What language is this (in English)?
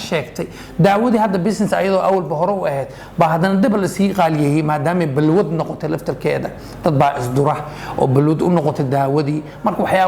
Somali